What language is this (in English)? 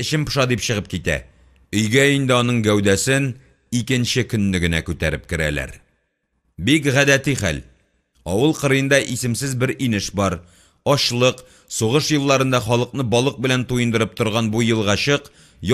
Tatar